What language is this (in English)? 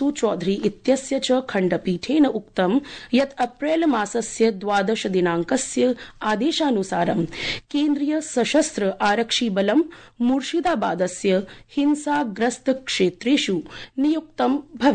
Sanskrit